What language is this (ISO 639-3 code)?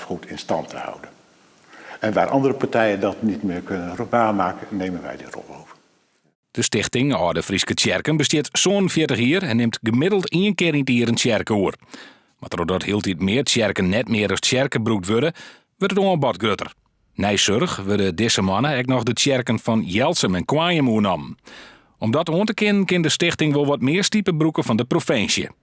fry